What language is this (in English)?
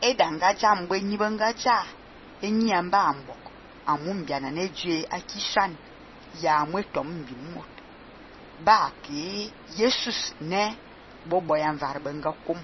Fang